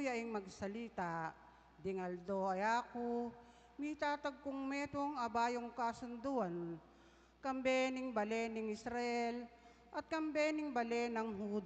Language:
Pampanga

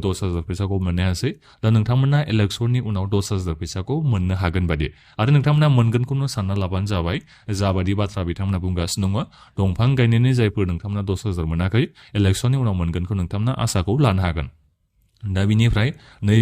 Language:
Bodo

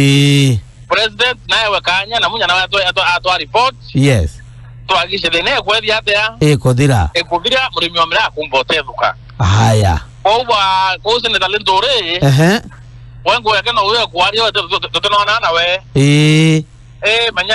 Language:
Meru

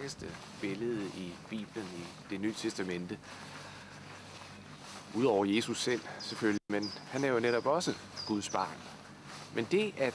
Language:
Danish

